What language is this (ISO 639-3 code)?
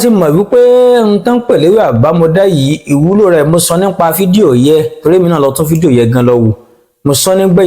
yor